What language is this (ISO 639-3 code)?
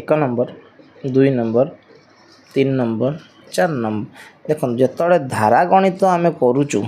ori